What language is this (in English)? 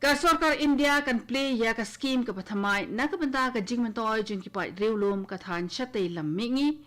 Khasi